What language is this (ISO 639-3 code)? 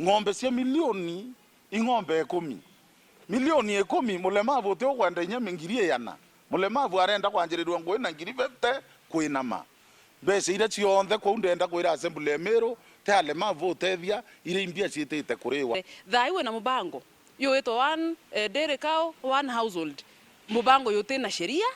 mer